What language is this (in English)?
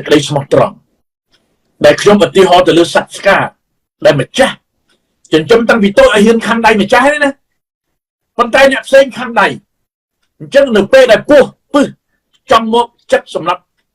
Khmer